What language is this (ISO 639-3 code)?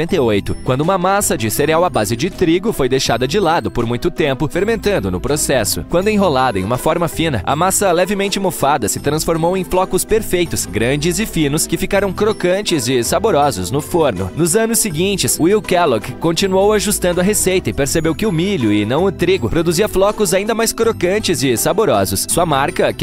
por